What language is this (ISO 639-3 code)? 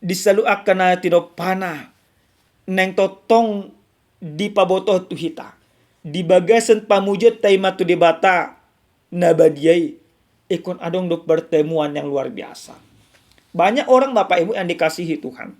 bbc